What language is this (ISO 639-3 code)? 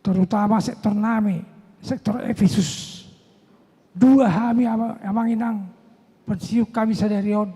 bbc